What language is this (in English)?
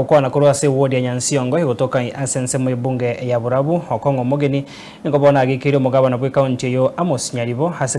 Gusii